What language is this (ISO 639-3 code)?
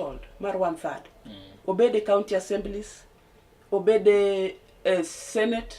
luo